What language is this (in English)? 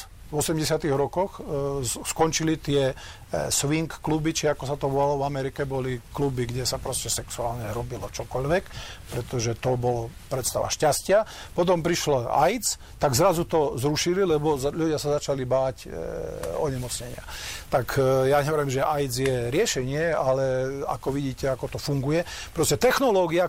Slovak